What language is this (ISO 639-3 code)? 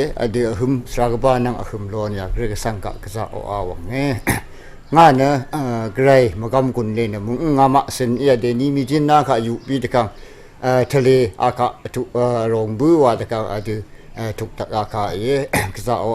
raw